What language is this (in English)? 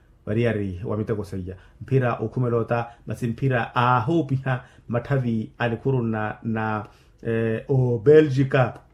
Makhuwa